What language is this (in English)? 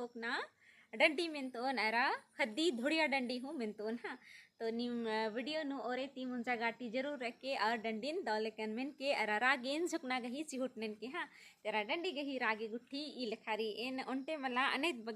Kurukh